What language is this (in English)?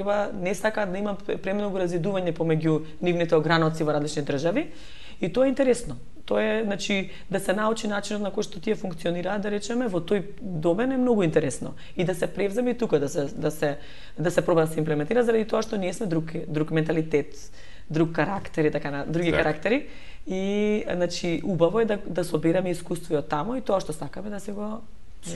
Macedonian